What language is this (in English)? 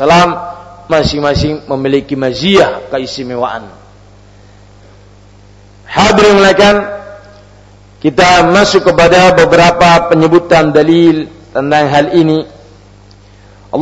Indonesian